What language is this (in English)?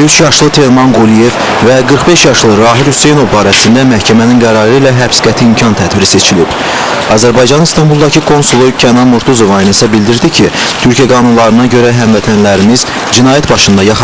Azerbaijani